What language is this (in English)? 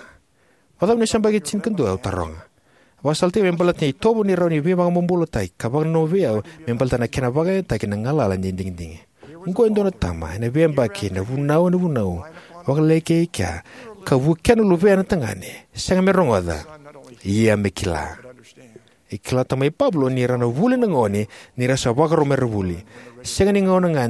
Fijian